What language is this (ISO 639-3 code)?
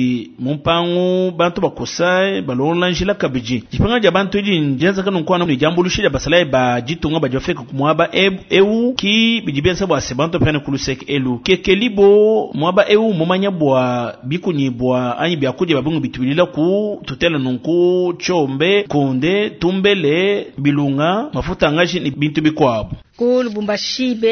lua